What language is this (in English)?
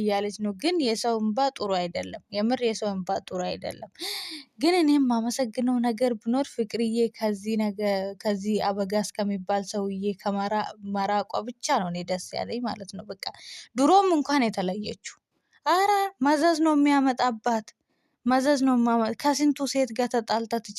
Amharic